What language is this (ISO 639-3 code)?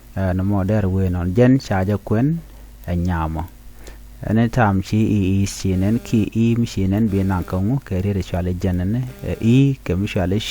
nus